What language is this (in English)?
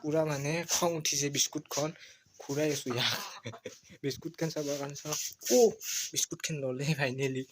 Assamese